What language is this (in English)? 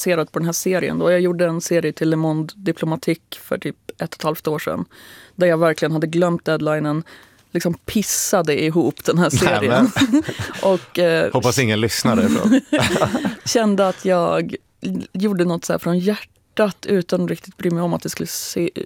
Swedish